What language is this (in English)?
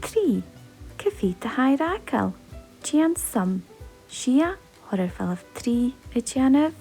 Scottish Gaelic